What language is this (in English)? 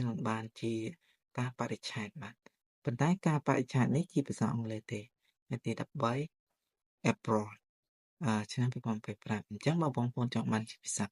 Khmer